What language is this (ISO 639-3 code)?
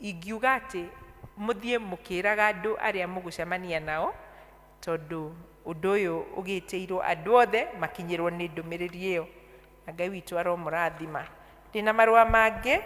kik